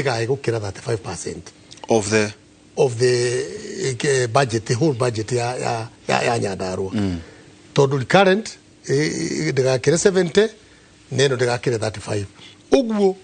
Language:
Kikuyu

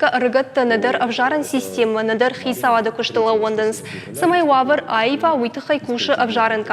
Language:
Ossetic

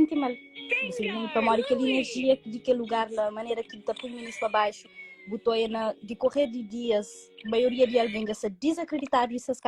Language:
Kabuverdianu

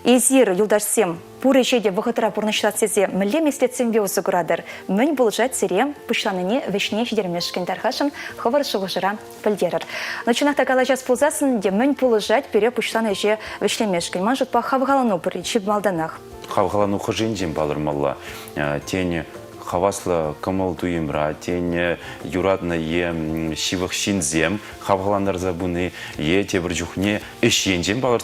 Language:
Chuvash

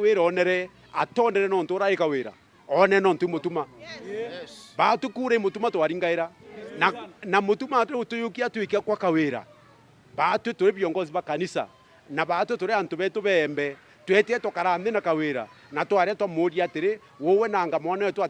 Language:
Meru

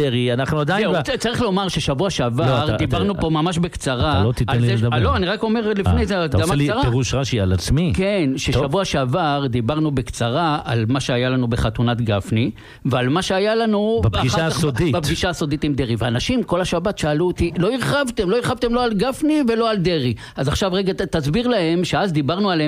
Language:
Hebrew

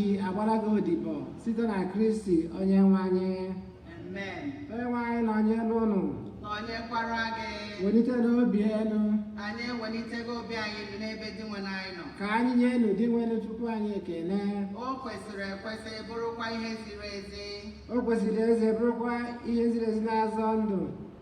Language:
Igbo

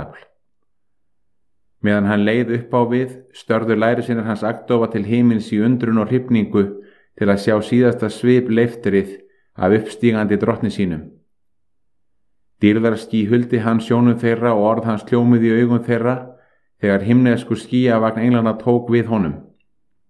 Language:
Icelandic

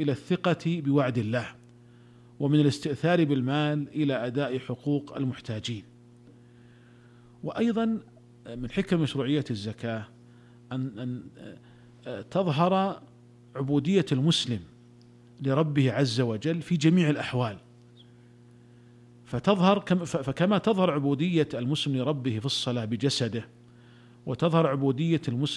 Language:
Arabic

